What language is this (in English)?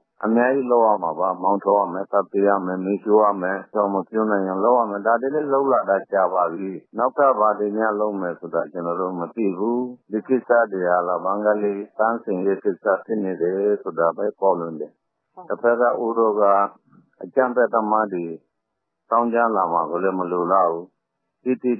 Burmese